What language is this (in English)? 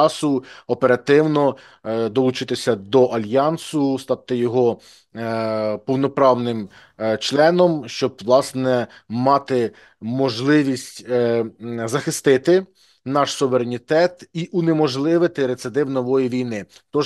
Ukrainian